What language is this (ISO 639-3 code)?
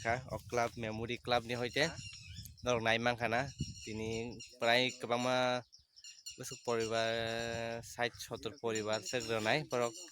trp